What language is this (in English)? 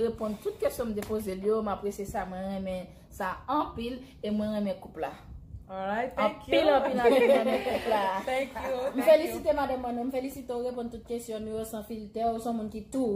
Haitian Creole